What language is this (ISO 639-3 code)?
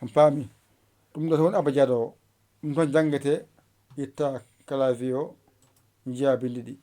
ful